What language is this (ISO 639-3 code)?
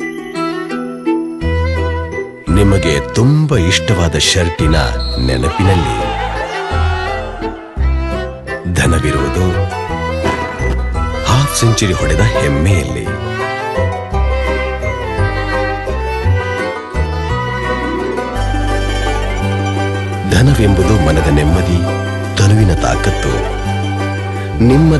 kan